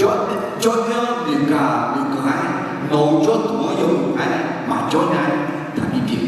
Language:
Akha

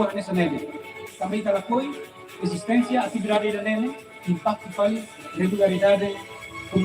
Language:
Tetum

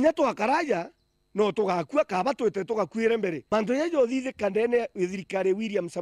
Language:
Meru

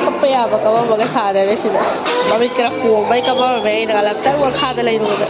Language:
Manipuri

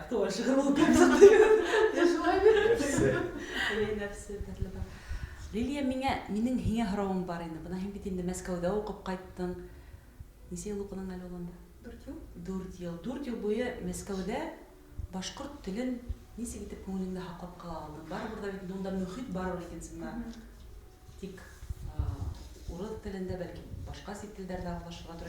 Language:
Bashkir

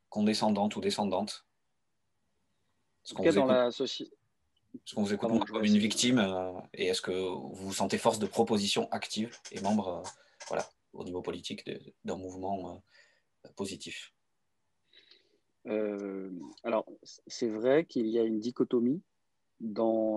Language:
French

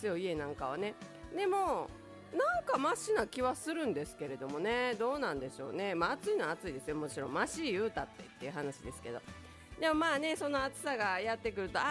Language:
Japanese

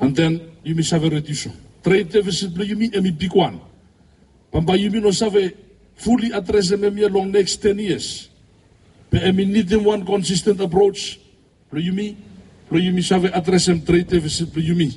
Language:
Bislama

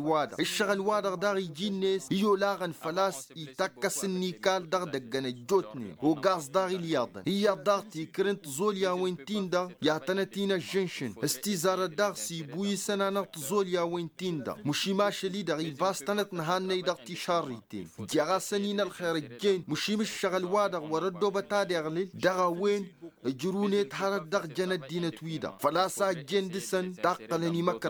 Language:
Tamasheq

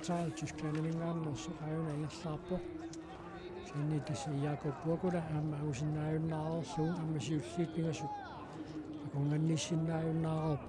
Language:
Kalaallisut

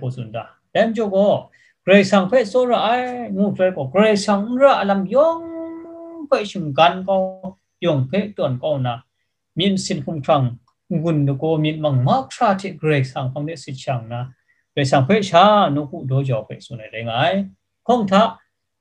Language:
Kachin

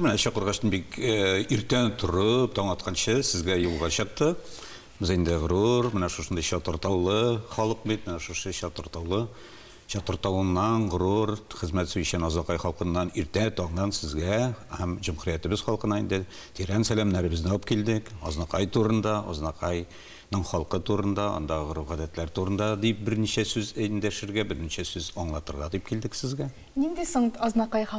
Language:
Tatar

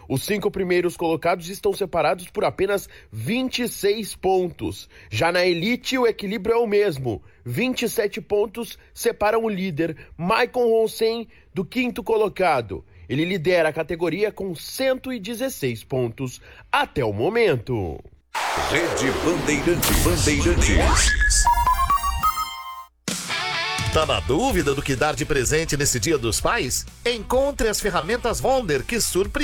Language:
Portuguese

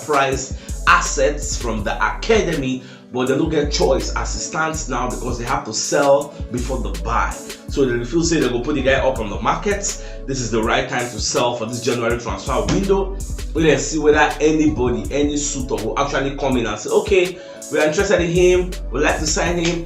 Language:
Nigerian Pidgin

